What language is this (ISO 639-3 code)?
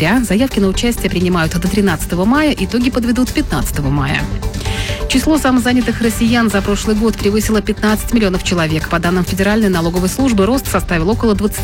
rus